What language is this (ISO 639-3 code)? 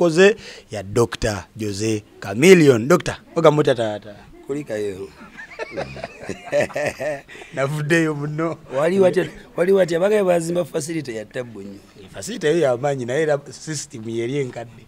lug